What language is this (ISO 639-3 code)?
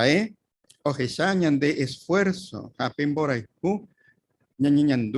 grn